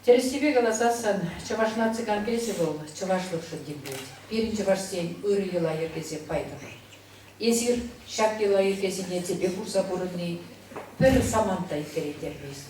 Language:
Chuvash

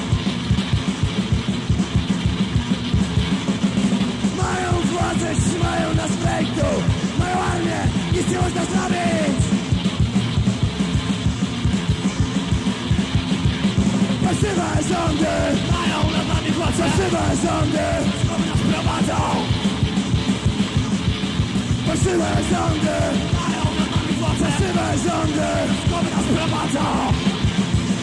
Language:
Polish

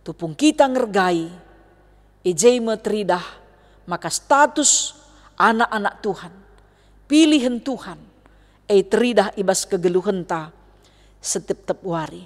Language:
Batak Karo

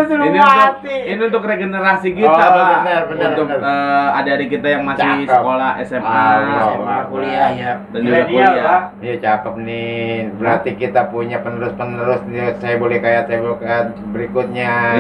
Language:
Betawi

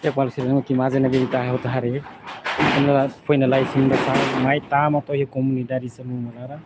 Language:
Tetum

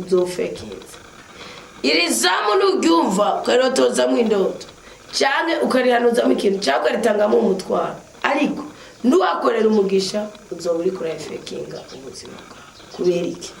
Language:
Rundi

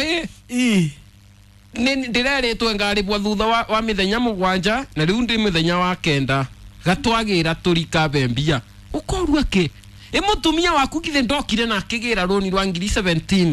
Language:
Kikuyu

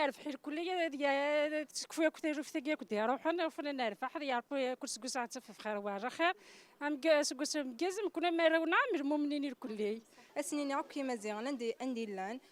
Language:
Kabyle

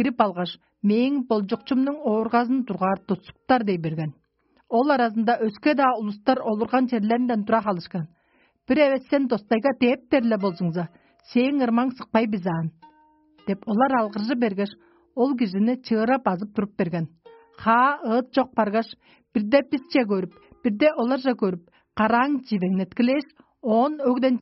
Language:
Tuvinian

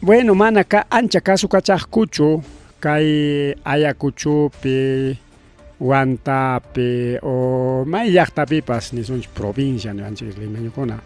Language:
Ayacucho Quechua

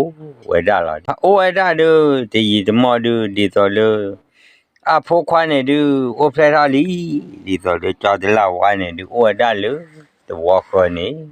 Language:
S'gaw Karen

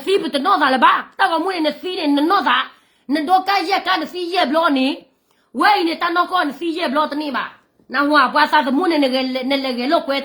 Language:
S'gaw Karen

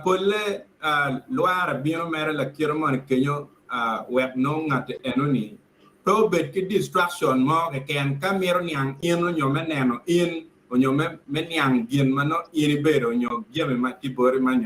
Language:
Acoli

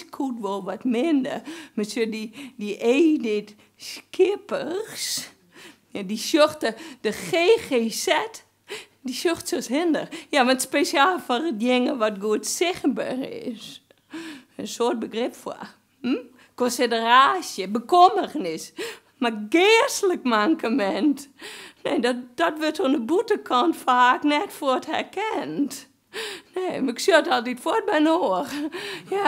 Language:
Western Frisian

